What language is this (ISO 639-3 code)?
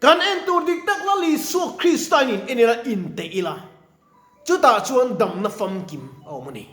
lus